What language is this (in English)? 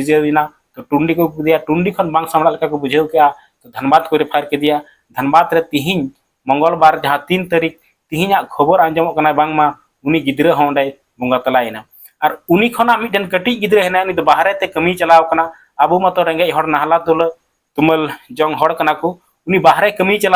Santali